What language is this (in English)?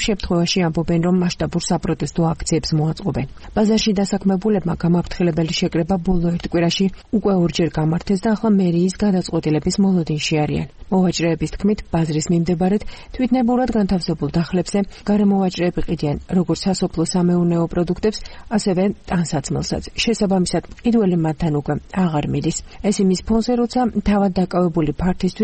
Georgian